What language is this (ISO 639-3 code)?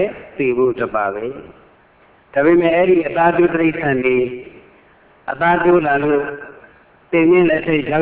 mya